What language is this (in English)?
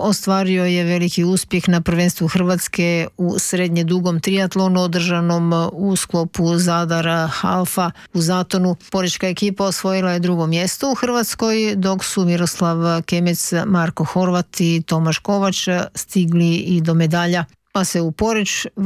Croatian